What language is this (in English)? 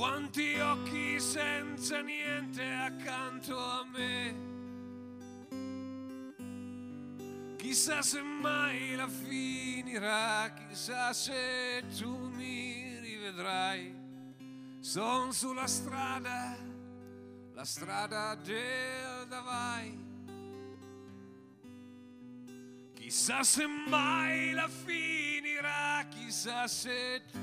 Italian